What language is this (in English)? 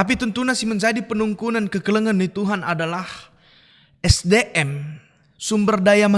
Batak Karo